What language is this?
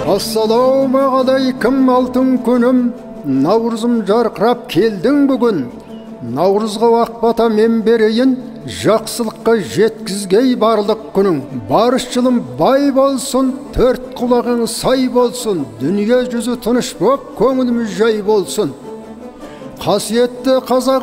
Kazakh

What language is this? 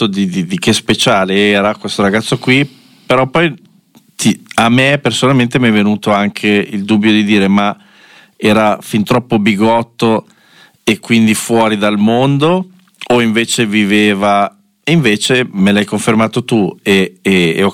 Italian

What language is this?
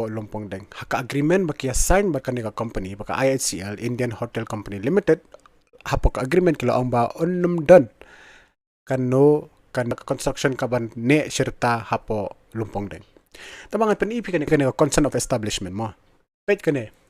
Khasi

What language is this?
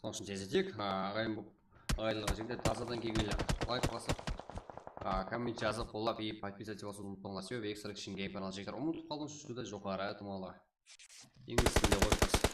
Kara-Kalpak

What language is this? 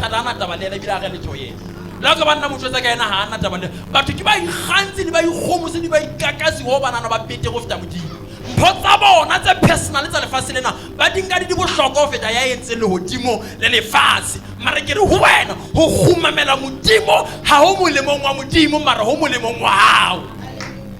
Southern Sotho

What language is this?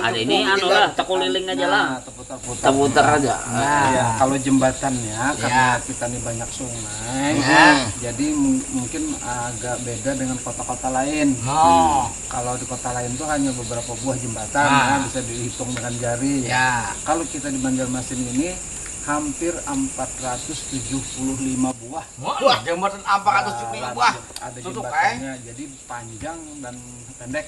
Banjar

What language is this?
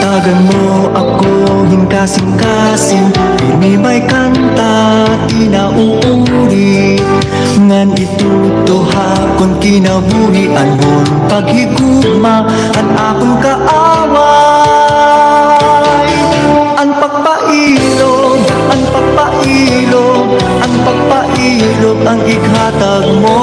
Waray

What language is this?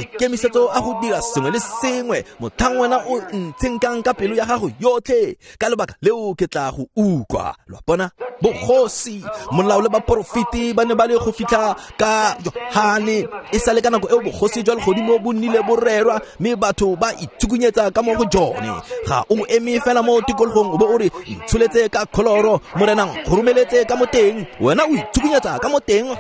Tswana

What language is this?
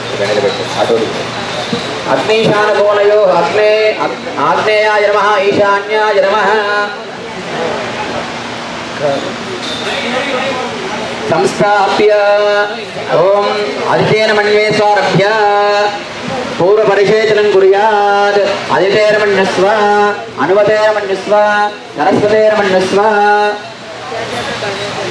Sanskrit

